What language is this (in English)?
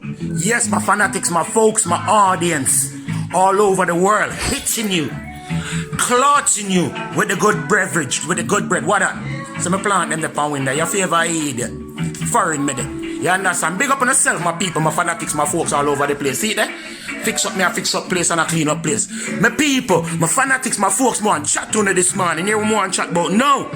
Jamaican Creole English